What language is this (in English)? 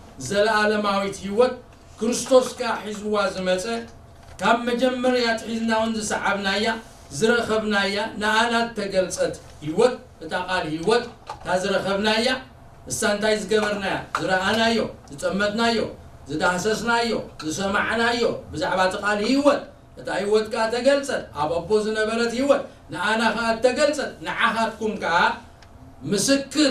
Tigrinya